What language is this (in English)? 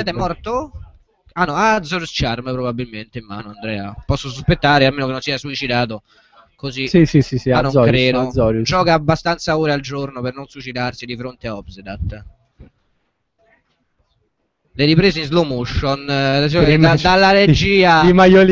Italian